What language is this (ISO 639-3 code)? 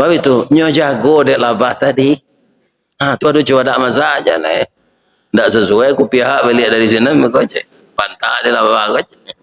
min